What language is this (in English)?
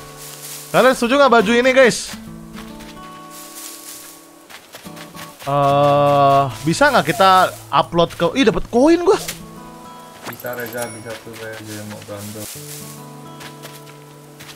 Indonesian